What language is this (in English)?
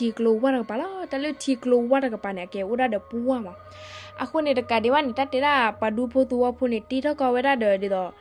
S'gaw Karen